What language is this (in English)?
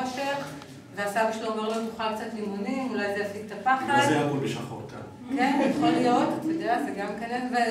Hebrew